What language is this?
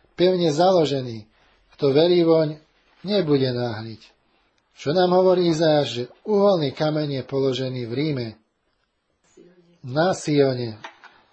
Slovak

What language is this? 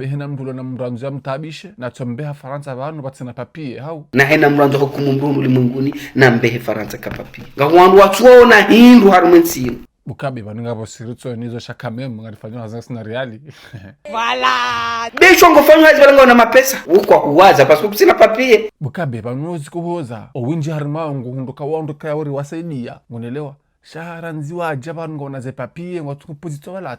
Ngazidja Comorian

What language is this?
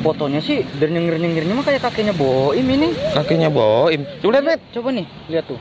Betawi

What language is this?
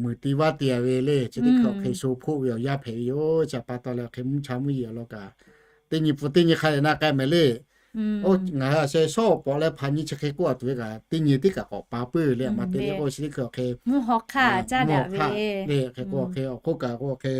Lahu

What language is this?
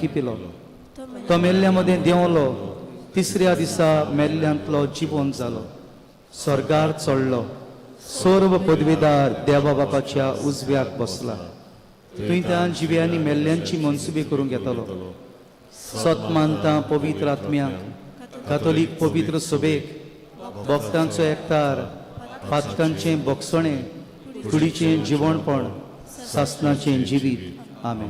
Konkani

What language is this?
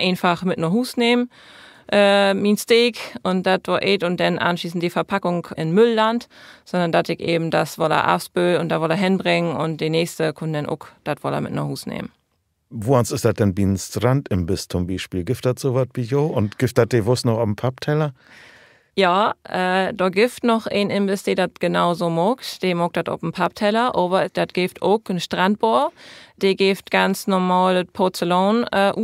Low German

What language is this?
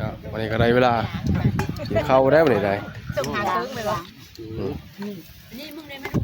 Northeastern Thai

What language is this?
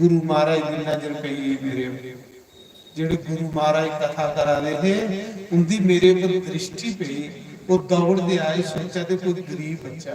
Dogri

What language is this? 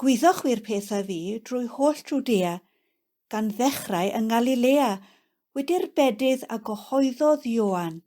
Welsh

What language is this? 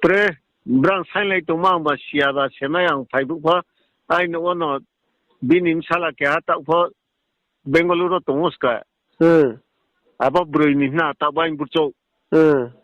Riang (India)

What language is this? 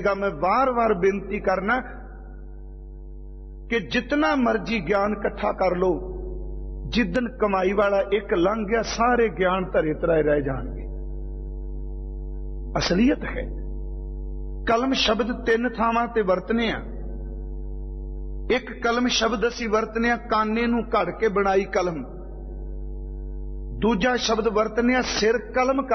Punjabi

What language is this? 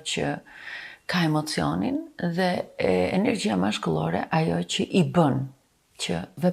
Albanian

